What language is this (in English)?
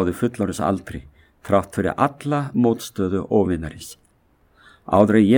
Icelandic